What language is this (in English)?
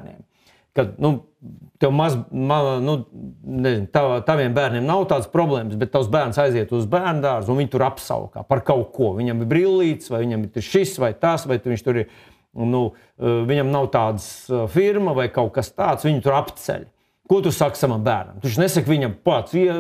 Latvian